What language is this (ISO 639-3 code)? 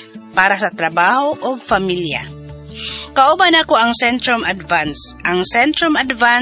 ceb